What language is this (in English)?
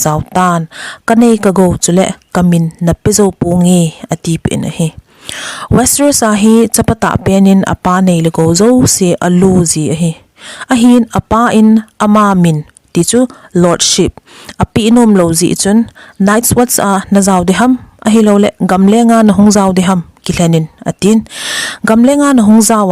Thado Chin